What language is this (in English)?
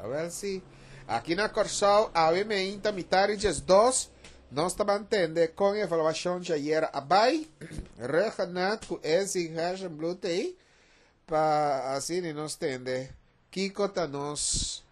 Papiamento